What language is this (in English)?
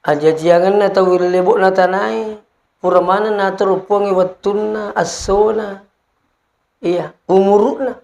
Buginese